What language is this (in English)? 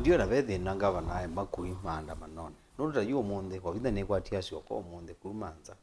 Kamba